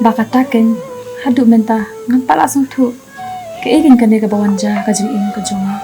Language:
Khasi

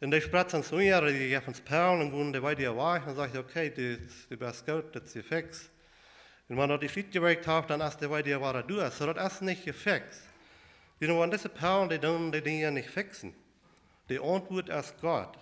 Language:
Plautdietsch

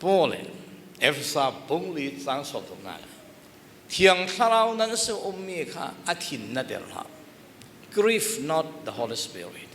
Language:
Falam Chin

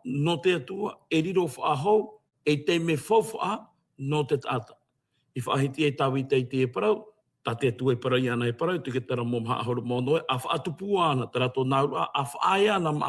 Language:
Tahitian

